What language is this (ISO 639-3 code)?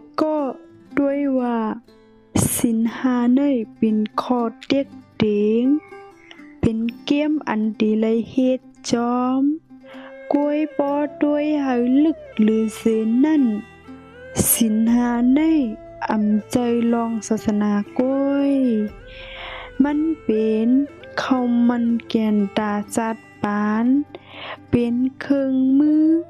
shn